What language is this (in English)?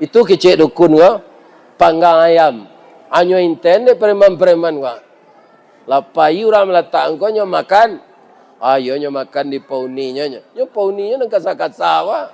Minangkabau